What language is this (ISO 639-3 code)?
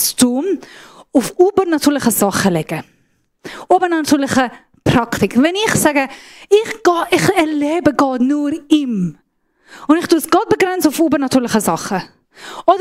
gsw